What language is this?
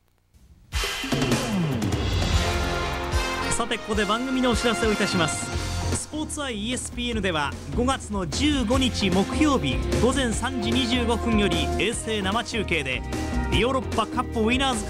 Japanese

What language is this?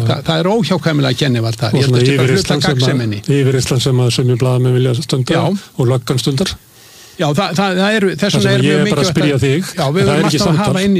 Icelandic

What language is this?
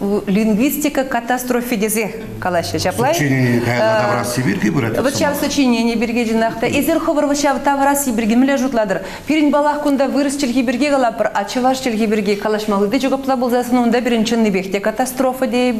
Chuvash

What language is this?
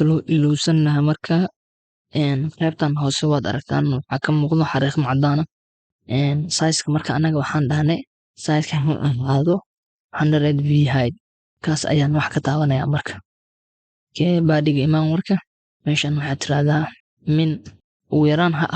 Somali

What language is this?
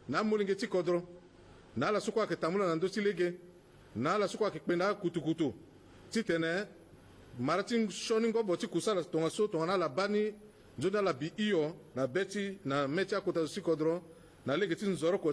Sango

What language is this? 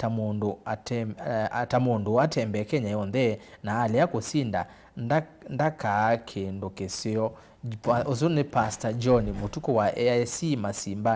Kamba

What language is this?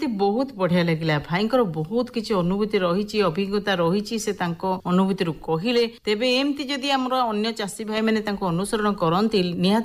Odia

